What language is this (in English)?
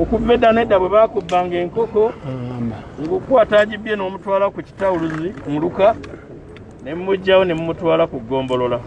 Ganda